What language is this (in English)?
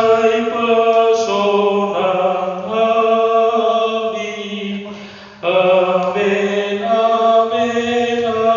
Batak Toba